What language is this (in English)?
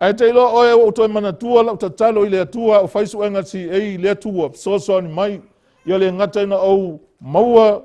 Samoan